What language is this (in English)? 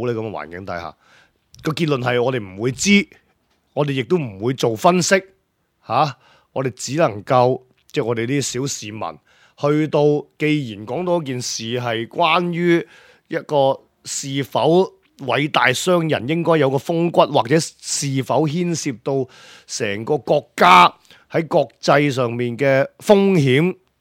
Cantonese